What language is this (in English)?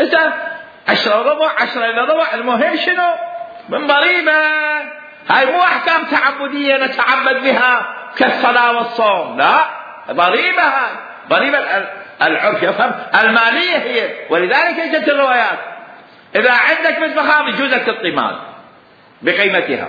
Mesopotamian Arabic